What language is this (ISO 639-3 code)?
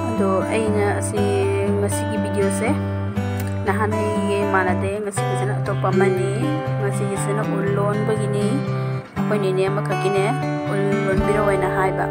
mni